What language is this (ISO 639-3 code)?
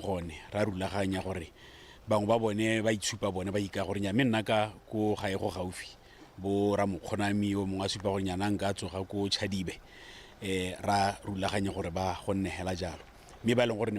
tsn